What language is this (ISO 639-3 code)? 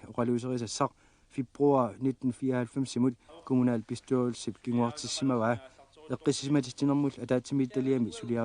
kal